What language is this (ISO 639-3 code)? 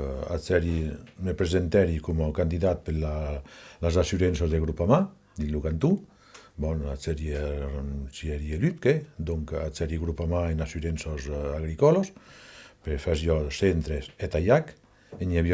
oci